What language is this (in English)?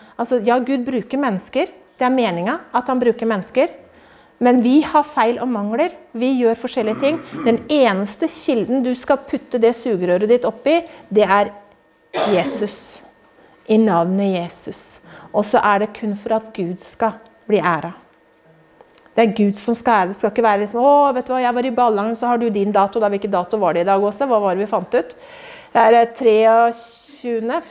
Norwegian